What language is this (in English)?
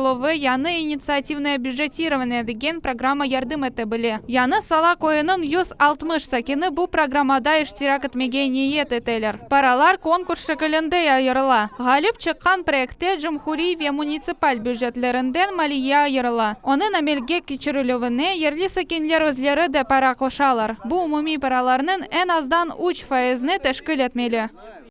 Crimean Tatar